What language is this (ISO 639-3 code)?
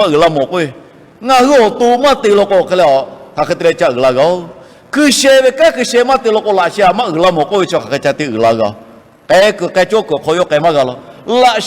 lhu